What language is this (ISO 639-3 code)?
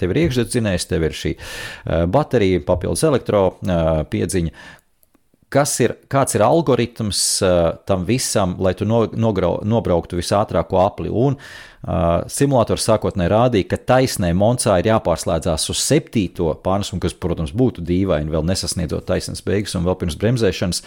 lav